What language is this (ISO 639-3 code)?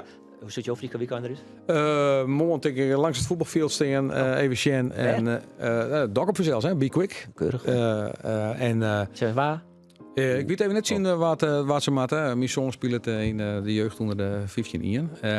fry